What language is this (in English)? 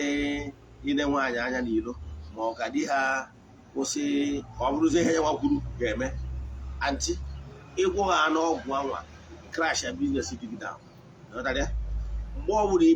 Igbo